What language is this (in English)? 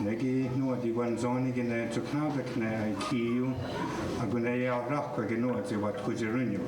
Mohawk